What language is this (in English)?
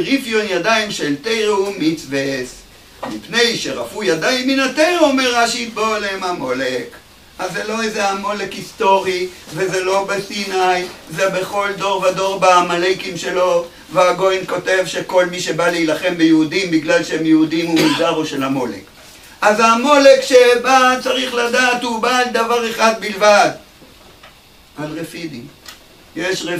Hebrew